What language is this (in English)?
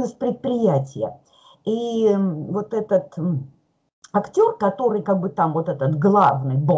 Russian